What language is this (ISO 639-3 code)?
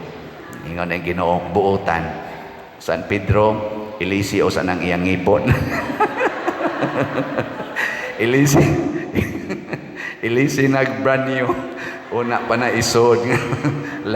ceb